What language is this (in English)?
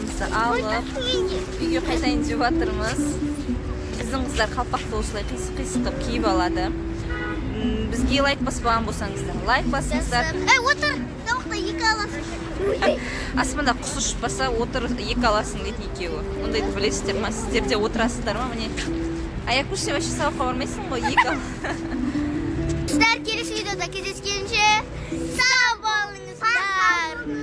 Kazakh